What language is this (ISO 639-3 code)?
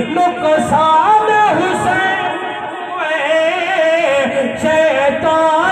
skr